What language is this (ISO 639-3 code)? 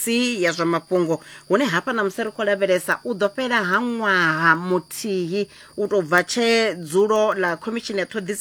ven